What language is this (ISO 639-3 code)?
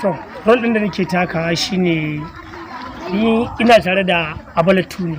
hau